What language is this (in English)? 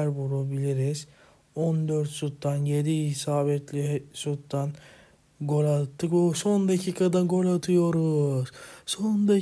Turkish